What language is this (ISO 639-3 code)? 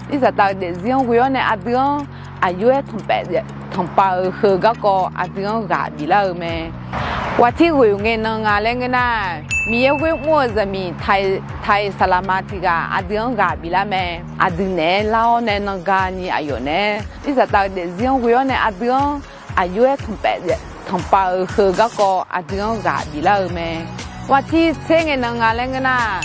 ahk